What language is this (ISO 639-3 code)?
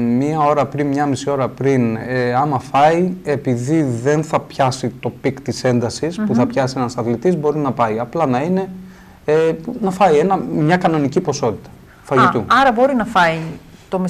ell